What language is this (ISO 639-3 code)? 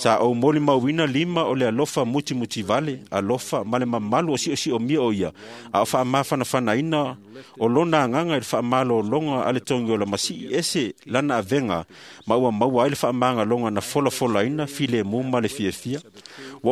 smo